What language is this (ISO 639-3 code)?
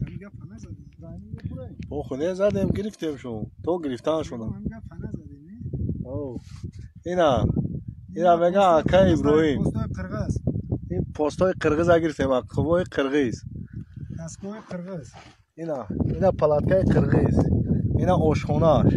tgk